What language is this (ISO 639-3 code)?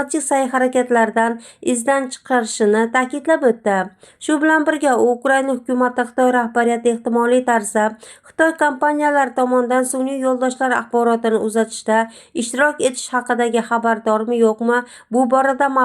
uzb